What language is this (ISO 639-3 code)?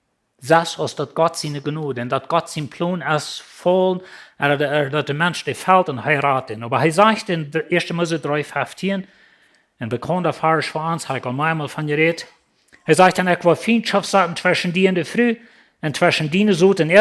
pdt